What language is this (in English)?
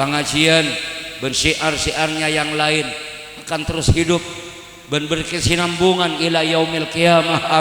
Madurese